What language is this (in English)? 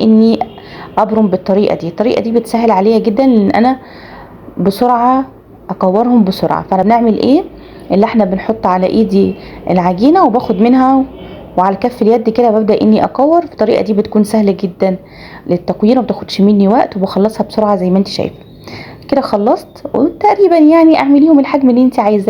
Egyptian Arabic